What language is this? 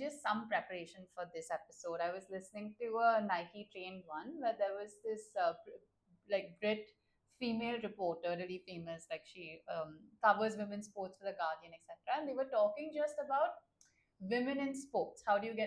English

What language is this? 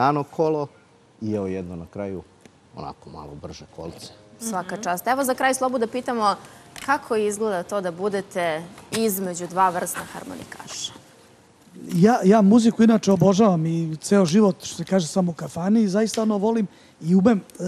Serbian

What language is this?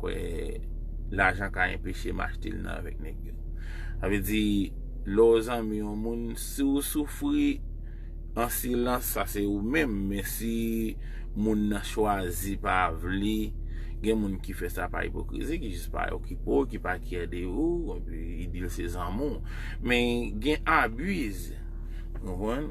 Haitian Creole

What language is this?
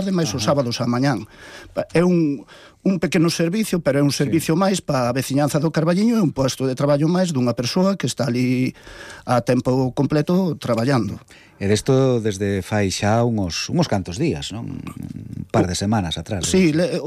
Galician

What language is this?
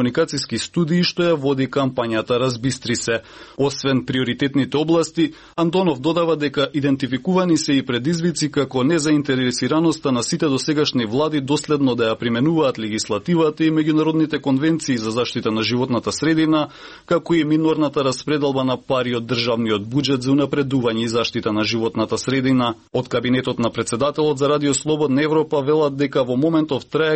Macedonian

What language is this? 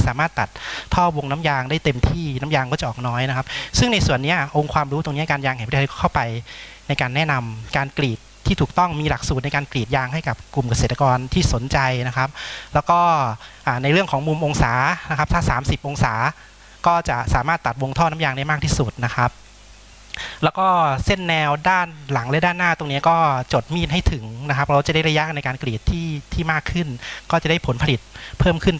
Thai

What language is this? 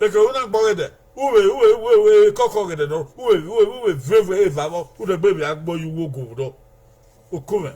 Bini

